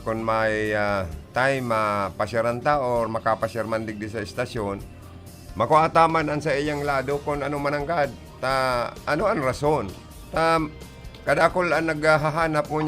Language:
Bikol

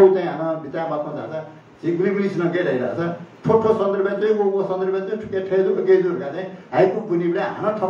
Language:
Newari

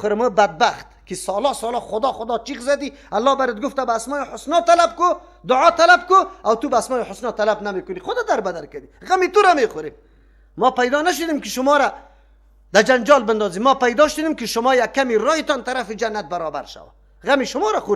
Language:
Persian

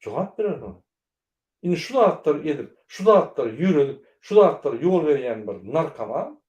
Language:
Turkmen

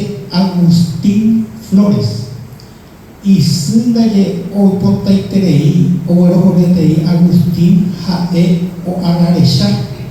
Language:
Guarani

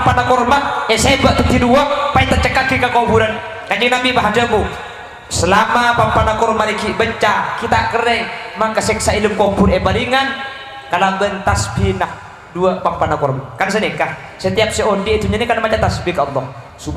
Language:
Madurese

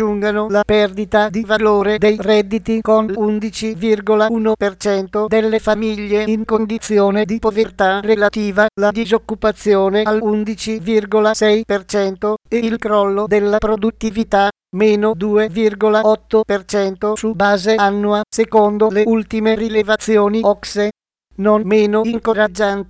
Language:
Italian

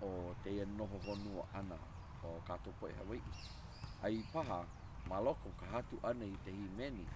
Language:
Hawaiian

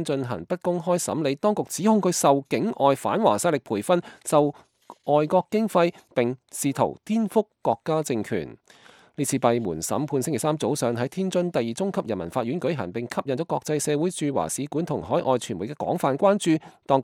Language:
Cantonese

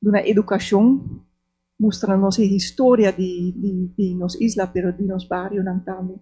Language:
Papiamento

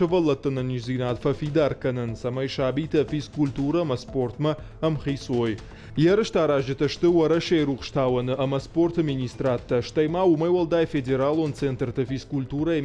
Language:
Ossetic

